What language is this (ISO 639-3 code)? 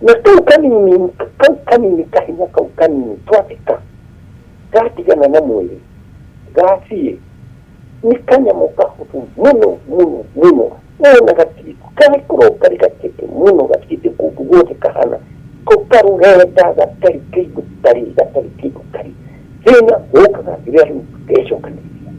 kik